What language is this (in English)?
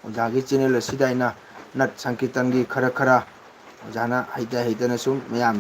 Manipuri